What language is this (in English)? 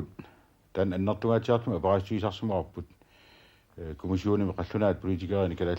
Kalaallisut